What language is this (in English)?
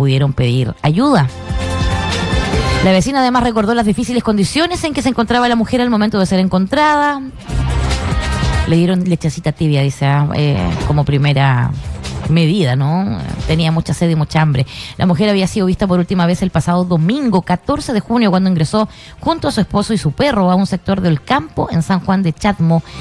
Spanish